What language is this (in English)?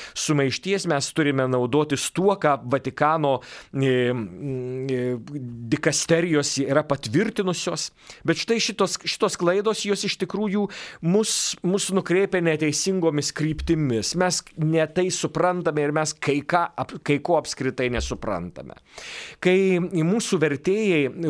Lithuanian